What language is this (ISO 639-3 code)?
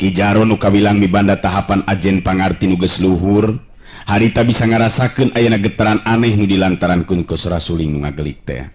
sun